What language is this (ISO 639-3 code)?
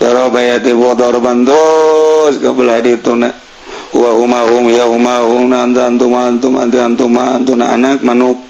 sun